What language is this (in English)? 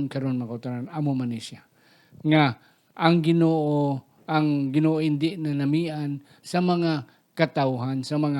Hiligaynon